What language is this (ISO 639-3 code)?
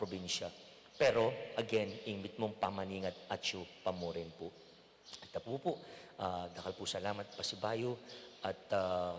pam